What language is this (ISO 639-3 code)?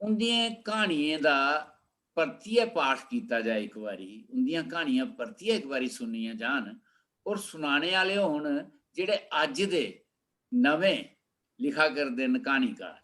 doi